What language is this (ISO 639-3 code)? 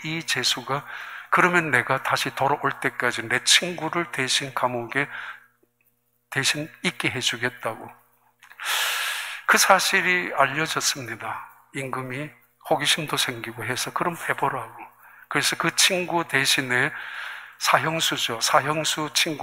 kor